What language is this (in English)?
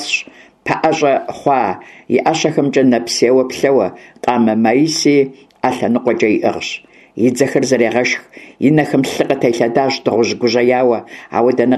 Kabardian